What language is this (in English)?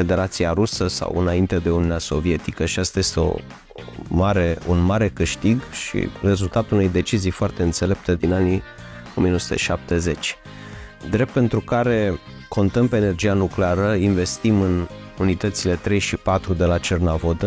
Romanian